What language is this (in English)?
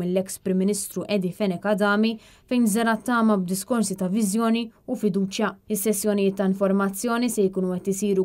Maltese